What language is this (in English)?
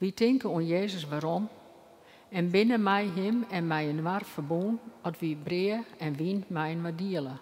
Western Frisian